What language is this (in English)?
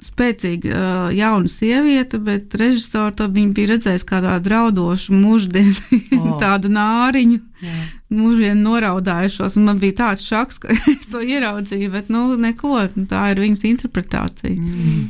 Latvian